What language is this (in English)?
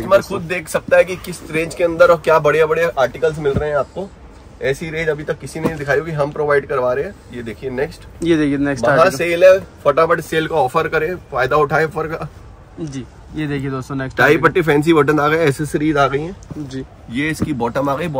Hindi